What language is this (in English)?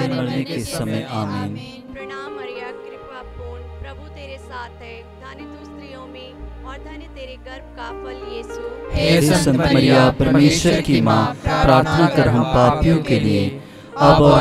Hindi